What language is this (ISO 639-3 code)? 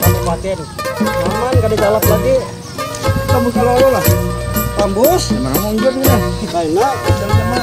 bjn